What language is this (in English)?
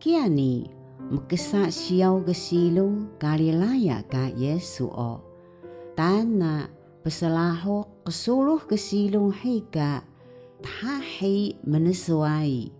Taroko